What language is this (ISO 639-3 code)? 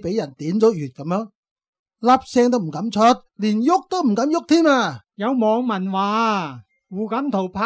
yue